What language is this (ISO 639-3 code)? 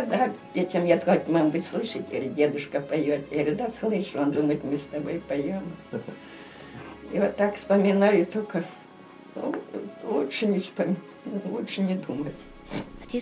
rus